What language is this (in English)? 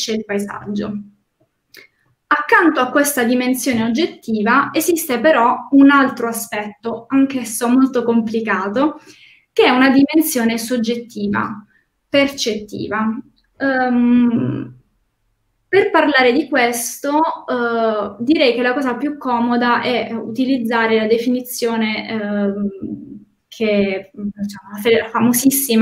Italian